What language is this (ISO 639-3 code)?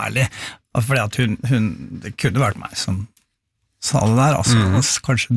nor